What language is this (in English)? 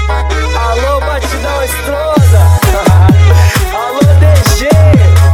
Portuguese